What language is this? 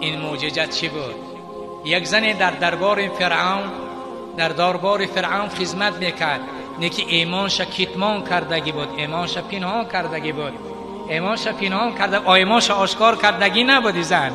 Tajik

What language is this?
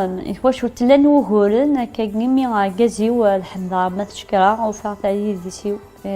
Kabyle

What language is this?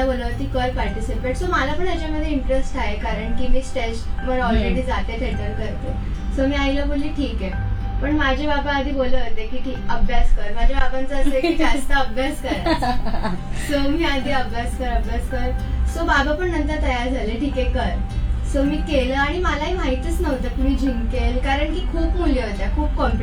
Marathi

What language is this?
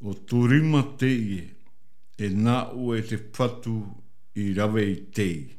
Tahitian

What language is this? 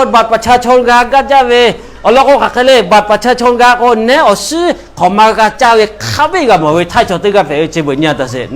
Lahu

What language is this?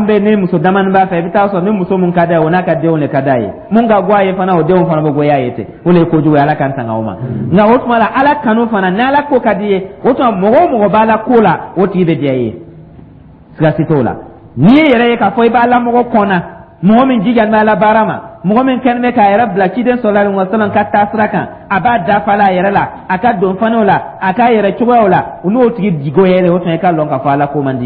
Dyula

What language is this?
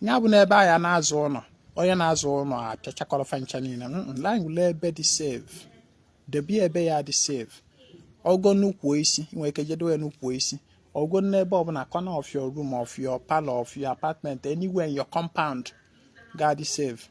Igbo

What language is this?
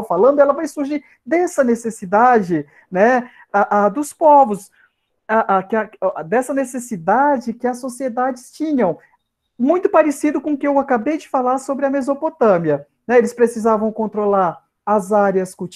Portuguese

